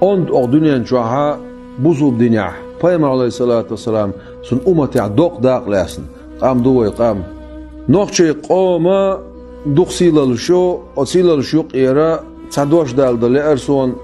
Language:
Chechen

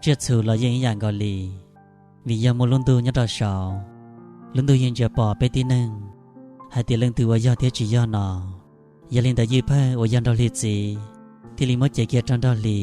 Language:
Hmong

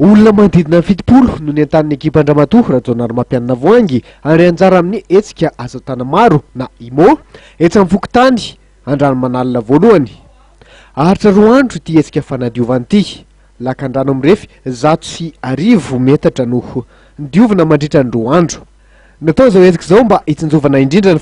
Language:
Malagasy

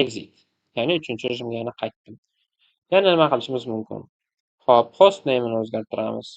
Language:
Uzbek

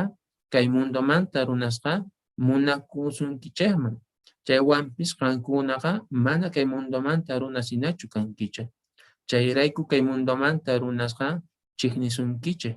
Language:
Quechua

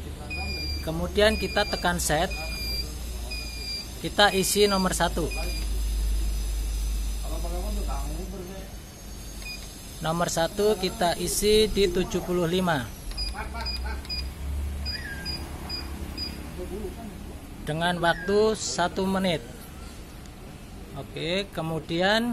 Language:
Indonesian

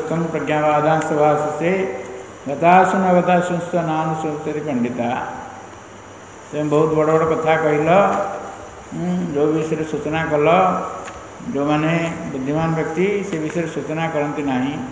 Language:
Odia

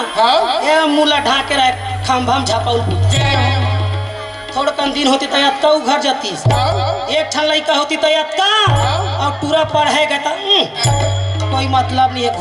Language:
Chhattisgarhi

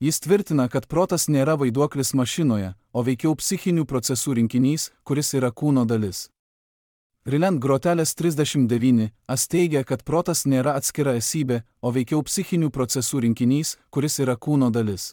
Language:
Lithuanian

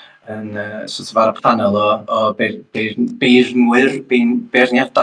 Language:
Welsh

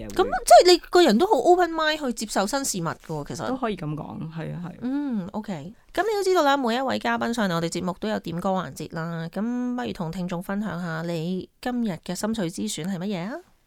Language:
Cantonese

